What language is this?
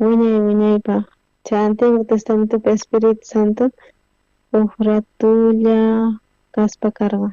South Bolivian Quechua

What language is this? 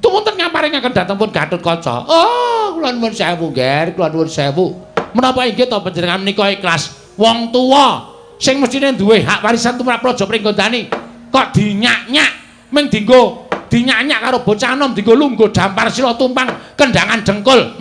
Javanese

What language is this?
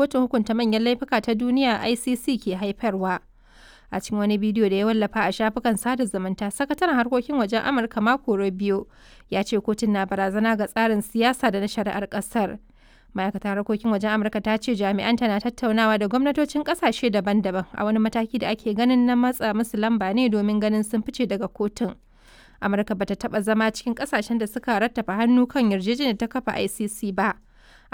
Hausa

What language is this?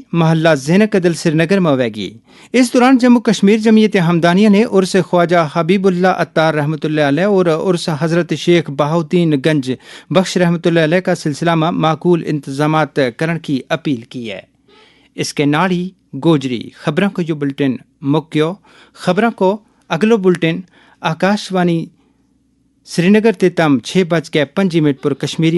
Gujari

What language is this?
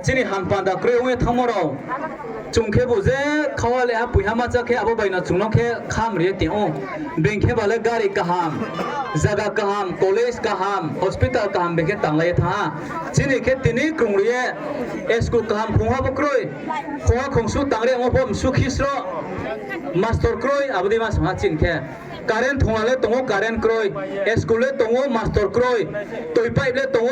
Riang (India)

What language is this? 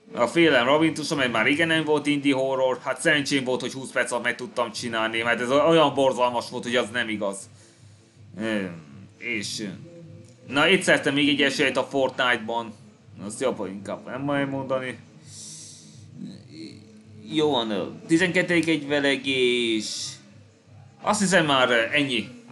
Hungarian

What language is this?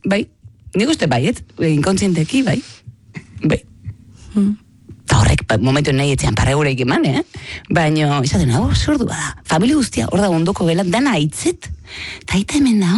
Basque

